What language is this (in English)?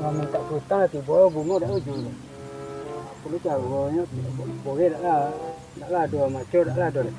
Minangkabau